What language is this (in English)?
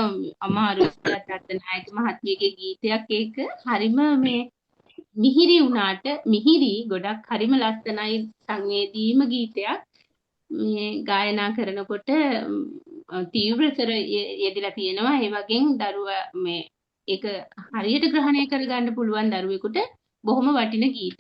Sinhala